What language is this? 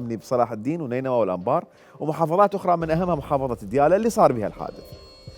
Mesopotamian Arabic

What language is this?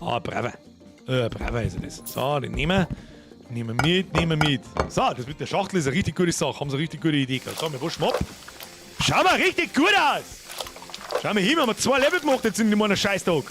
Bavarian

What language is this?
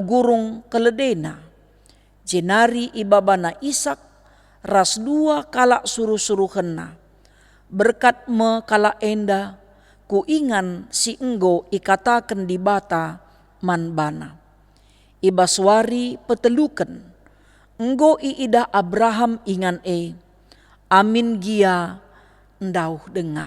Batak Karo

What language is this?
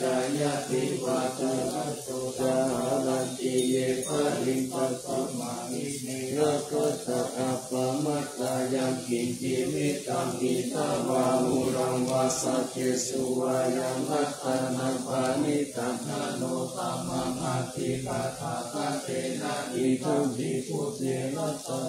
Pali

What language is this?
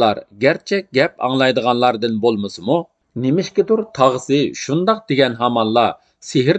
Uyghur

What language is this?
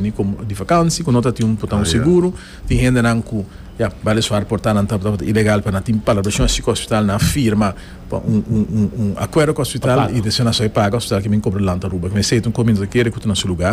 Papiamento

